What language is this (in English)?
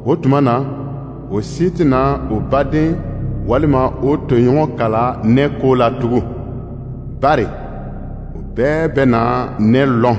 Dyula